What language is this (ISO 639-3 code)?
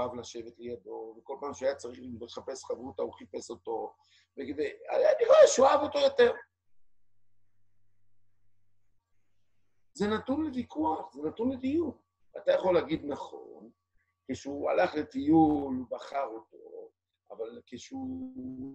heb